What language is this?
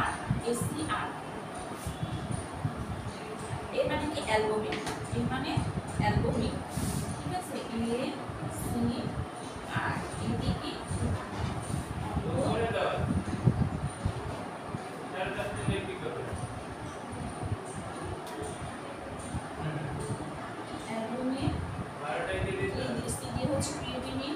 Bangla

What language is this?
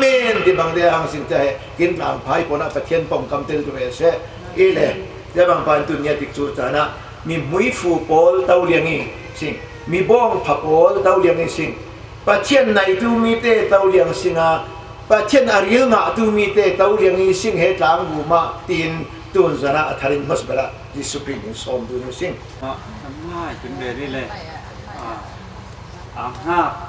Falam Chin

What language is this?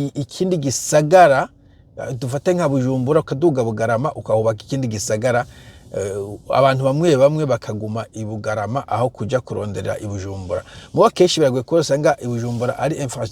Rundi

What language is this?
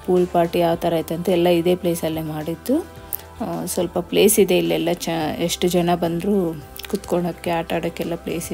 Kannada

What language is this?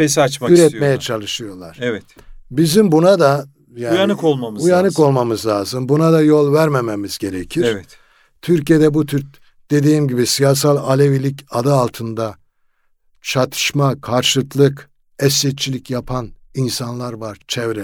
Turkish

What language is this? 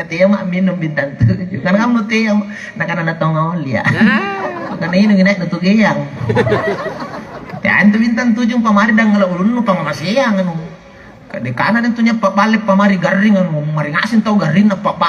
Makasar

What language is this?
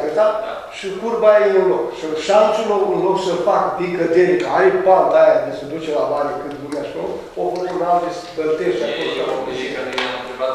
Romanian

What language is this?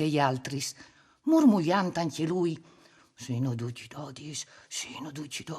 Friulian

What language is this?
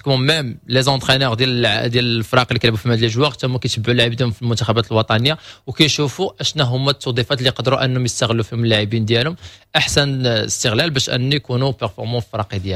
Moroccan Arabic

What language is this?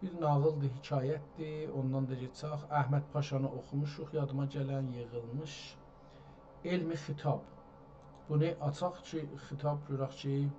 South Azerbaijani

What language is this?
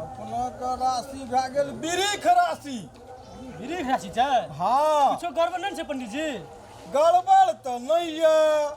Maithili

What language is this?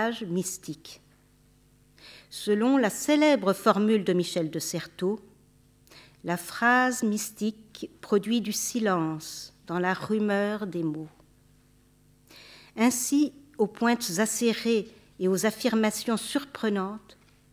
French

